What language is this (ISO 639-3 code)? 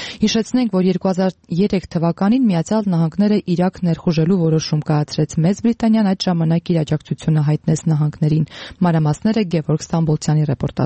hye